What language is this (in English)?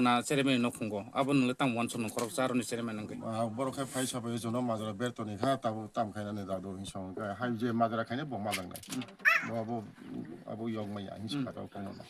Kok Borok